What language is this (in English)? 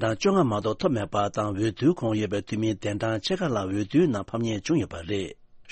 Tibetan